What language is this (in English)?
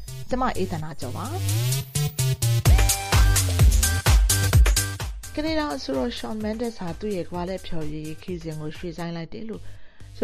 Burmese